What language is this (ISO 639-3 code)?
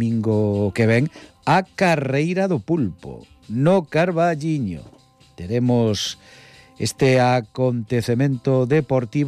glg